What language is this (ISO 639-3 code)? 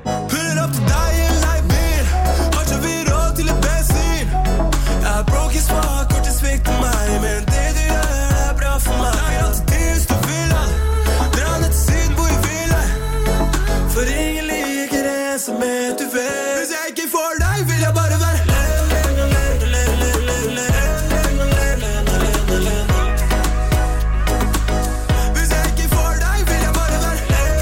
nor